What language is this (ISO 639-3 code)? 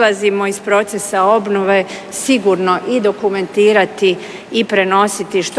hrv